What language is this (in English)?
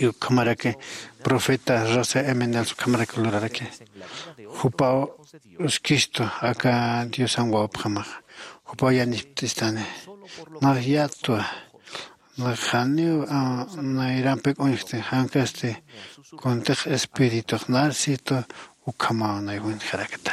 Aymara